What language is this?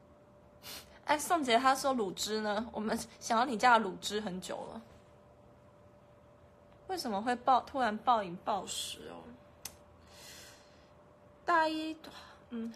Chinese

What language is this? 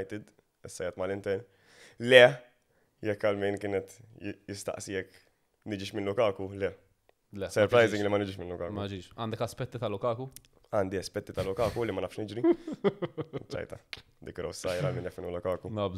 Maltese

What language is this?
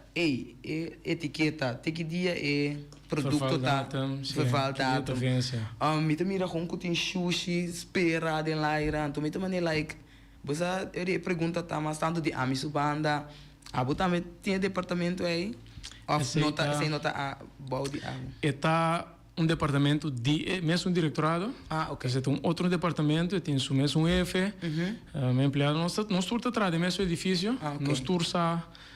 Papiamento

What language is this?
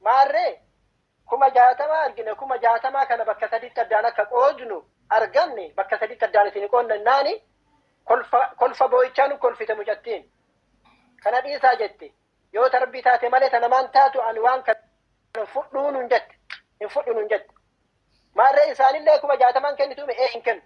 Oromo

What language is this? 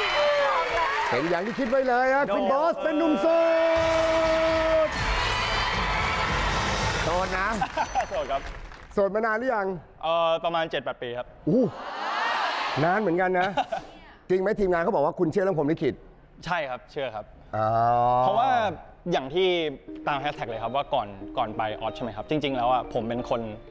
Thai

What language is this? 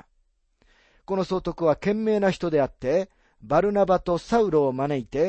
Japanese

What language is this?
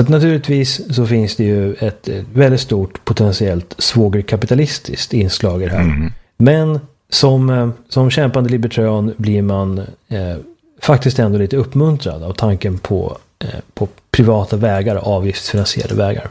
Swedish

